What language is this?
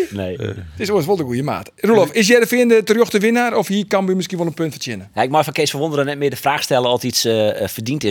Western Frisian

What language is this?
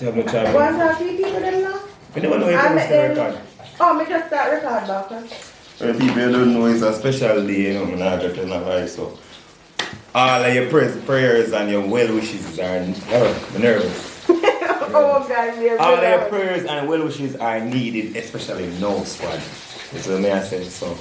Jamaican Creole English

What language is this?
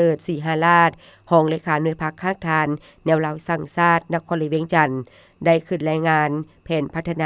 Lao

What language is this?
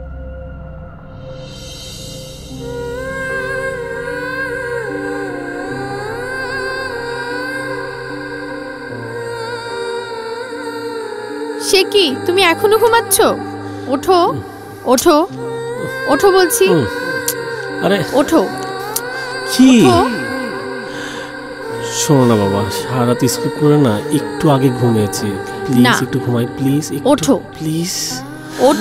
Bangla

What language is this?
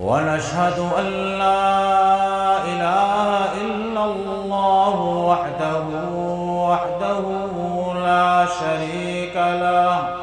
Eastern Balochi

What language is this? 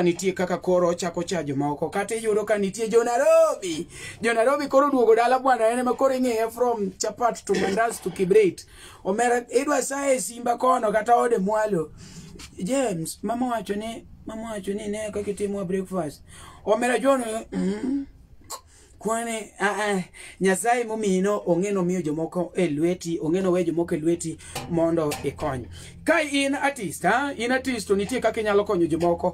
Luo (Kenya and Tanzania)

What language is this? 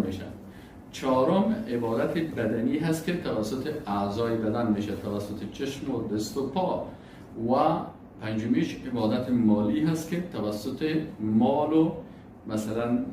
Persian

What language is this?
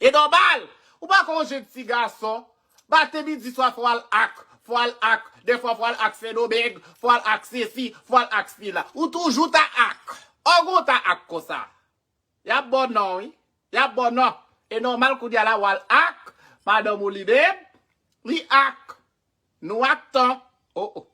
Haitian Creole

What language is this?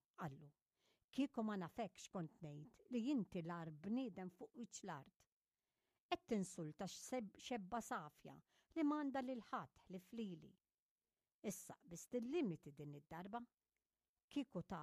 Maltese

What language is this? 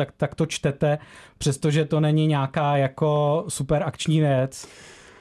Czech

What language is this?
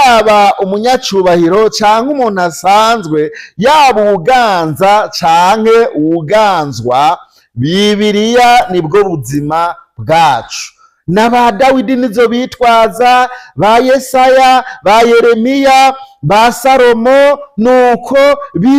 Rundi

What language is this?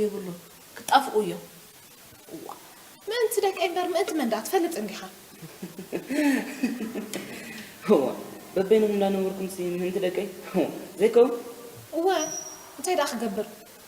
Tigrinya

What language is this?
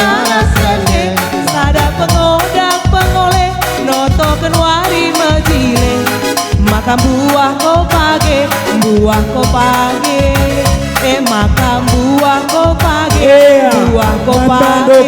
Batak Karo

